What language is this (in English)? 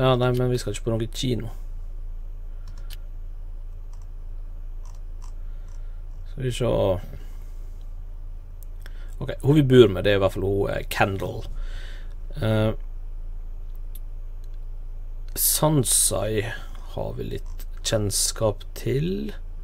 Norwegian